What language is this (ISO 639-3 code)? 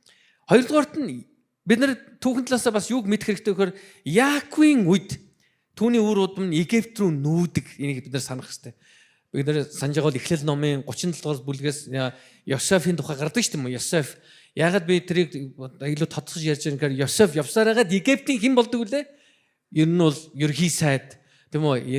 mon